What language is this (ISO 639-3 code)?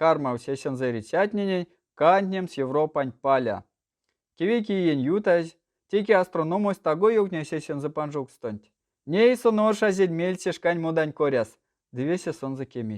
myv